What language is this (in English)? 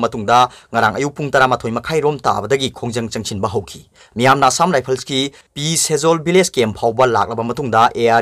Manipuri